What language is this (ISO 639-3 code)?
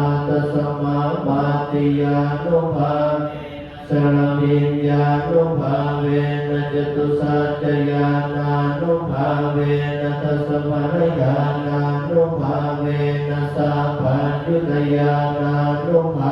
pli